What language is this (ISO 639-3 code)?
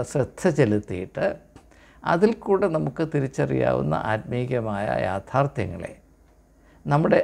mal